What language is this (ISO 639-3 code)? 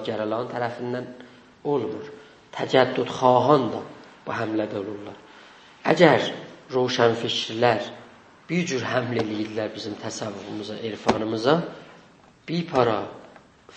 azb